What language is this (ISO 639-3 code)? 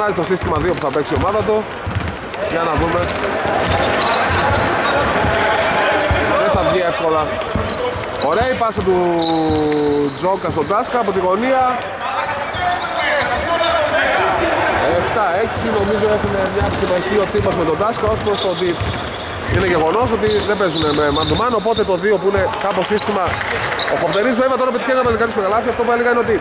ell